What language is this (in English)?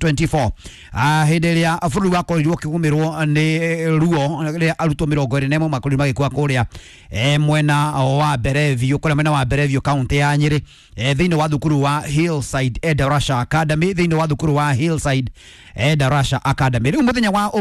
Kikuyu